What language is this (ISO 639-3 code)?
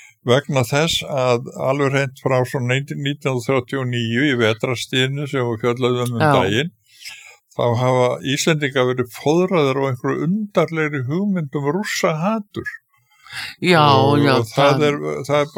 isl